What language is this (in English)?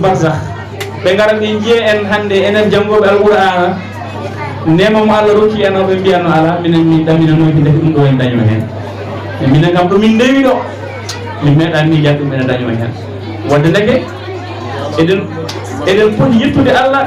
Fula